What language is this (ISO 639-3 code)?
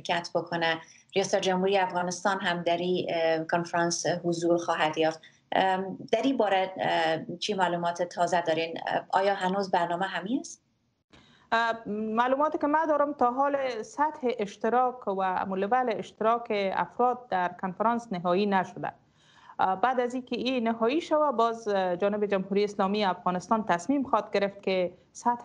fas